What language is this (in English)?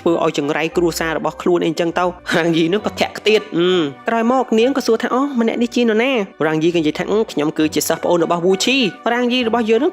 Khmer